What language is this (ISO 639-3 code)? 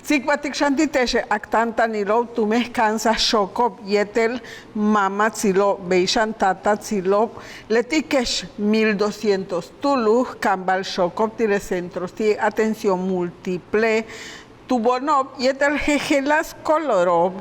yua